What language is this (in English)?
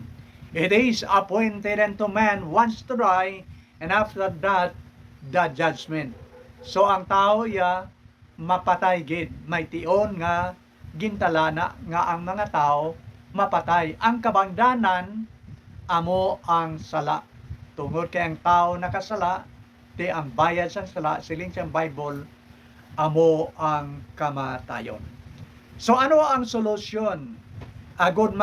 Hiligaynon